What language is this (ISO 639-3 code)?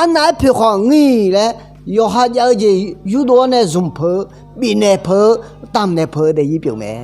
ahk